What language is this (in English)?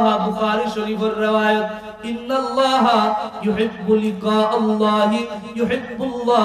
Sylheti